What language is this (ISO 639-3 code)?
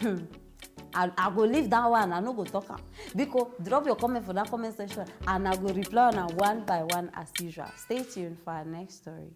pcm